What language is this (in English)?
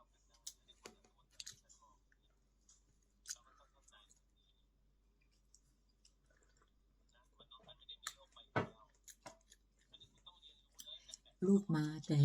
Northeastern Thai